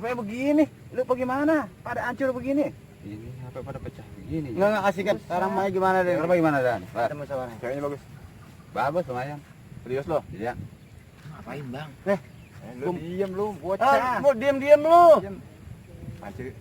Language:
Betawi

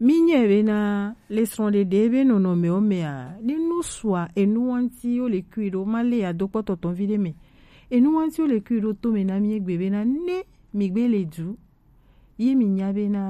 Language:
Gen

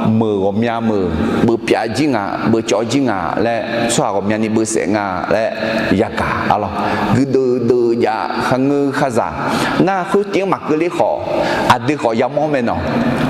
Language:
Akha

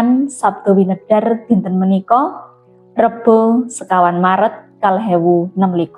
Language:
Javanese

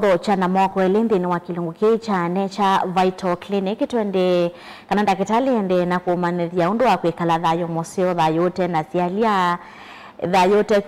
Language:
Kamba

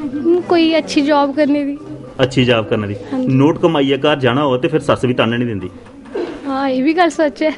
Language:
Dogri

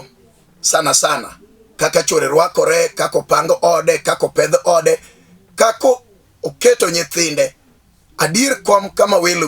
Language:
Luo (Kenya and Tanzania)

